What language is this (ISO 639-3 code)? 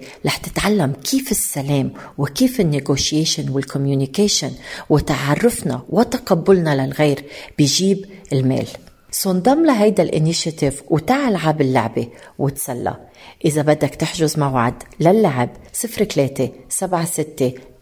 apc